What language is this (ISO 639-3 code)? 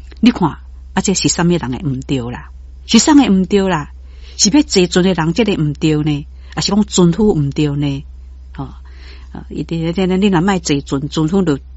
nan